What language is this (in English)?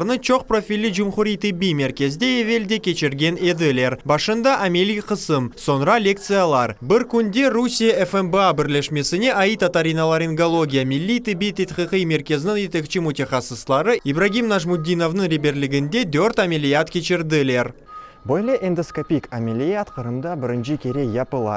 Crimean Tatar